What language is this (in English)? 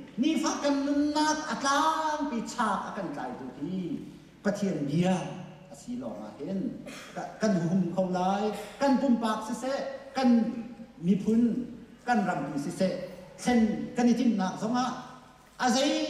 Hakha Chin